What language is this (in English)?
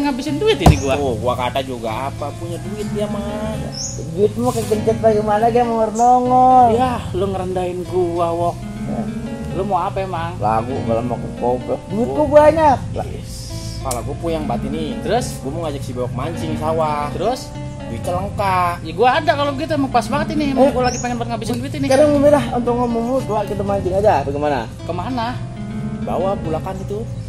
Betawi